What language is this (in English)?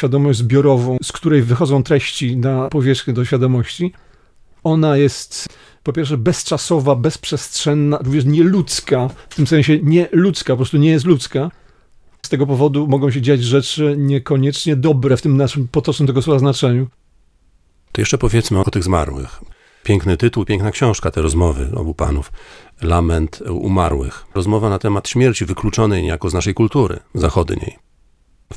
Polish